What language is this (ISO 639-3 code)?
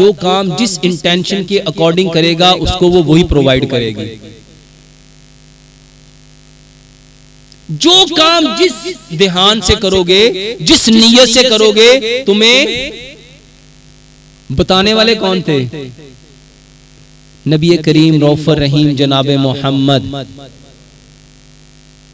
hin